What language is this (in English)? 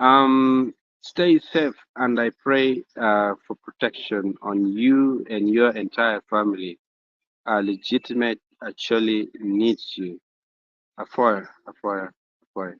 Acoli